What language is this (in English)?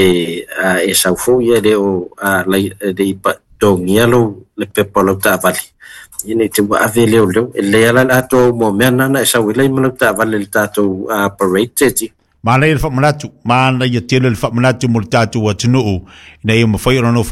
Samoan